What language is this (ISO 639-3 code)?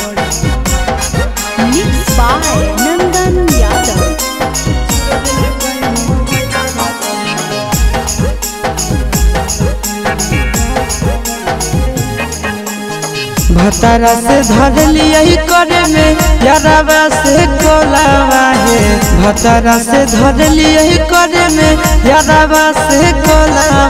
bho